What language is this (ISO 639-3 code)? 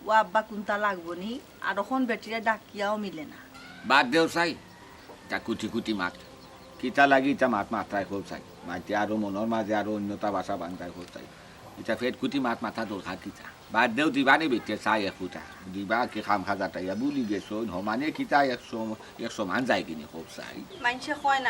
syl